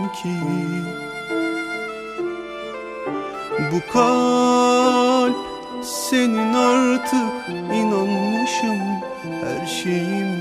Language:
Turkish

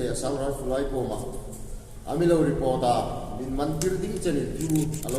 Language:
Hmar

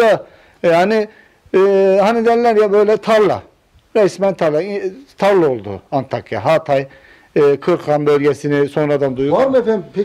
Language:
Turkish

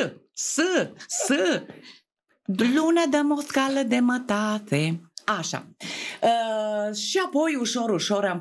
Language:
Romanian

